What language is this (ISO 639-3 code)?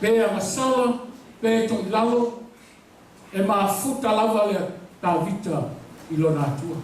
smo